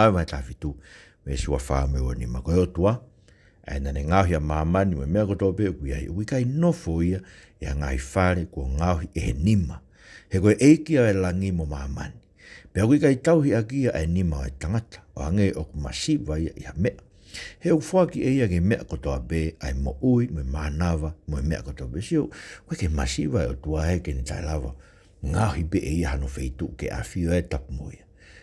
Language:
Tongan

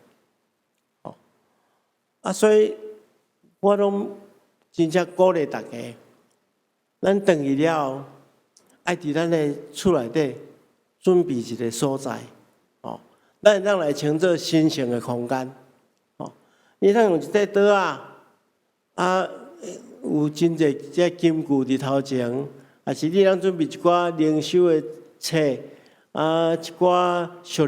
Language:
Min Nan Chinese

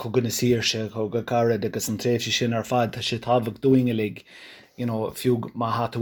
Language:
Irish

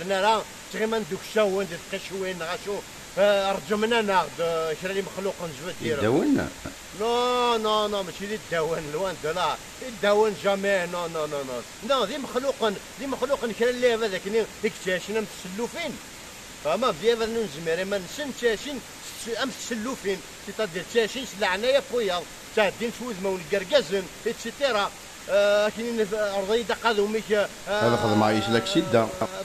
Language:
Kabyle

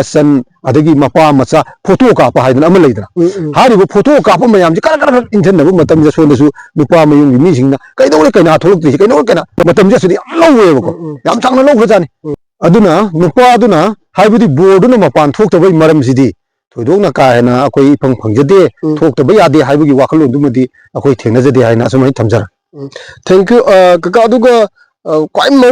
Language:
Manipuri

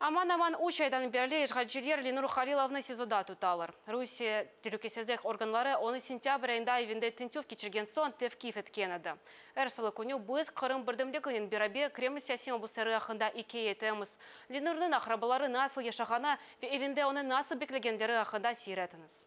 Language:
Crimean Tatar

